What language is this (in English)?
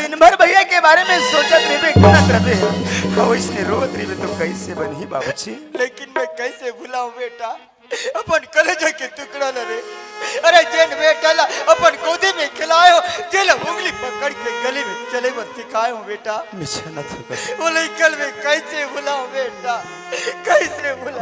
Chhattisgarhi